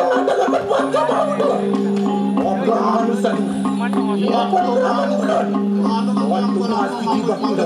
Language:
Balinese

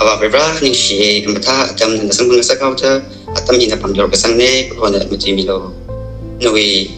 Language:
Tangkhul Naga (India)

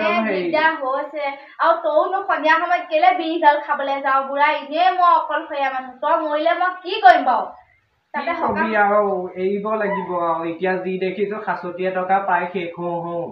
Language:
Assamese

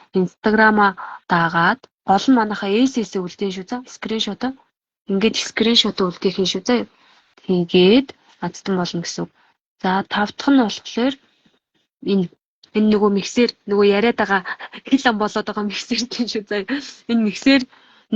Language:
Mongolian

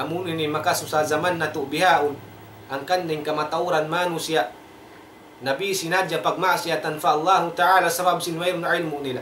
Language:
Tausug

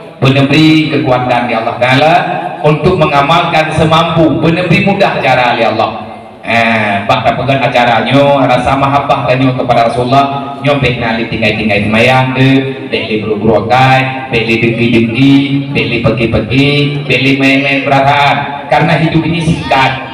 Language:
Achinese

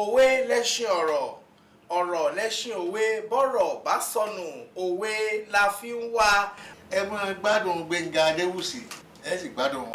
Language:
Yoruba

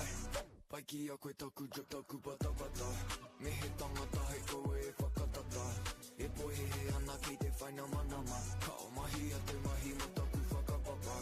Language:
Māori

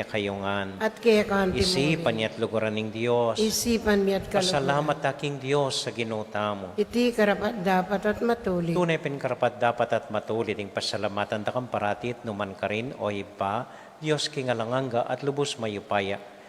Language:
Pampanga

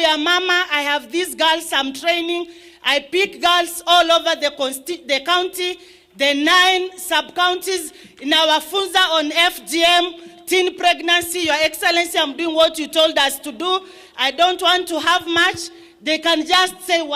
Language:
Gusii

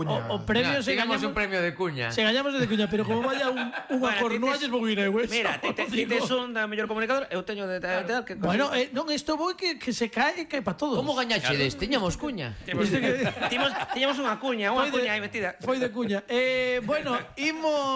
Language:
Galician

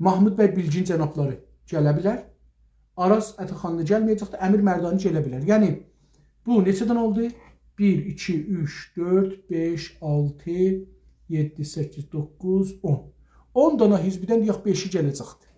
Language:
South Azerbaijani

